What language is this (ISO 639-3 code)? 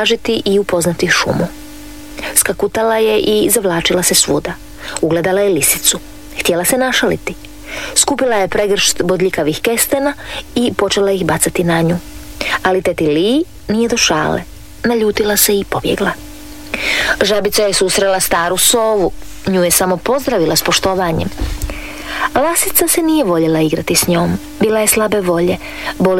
hrv